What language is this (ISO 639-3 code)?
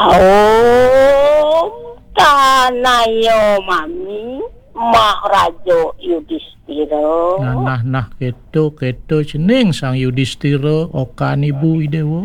ban